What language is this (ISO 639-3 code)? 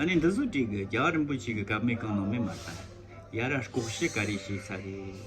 bod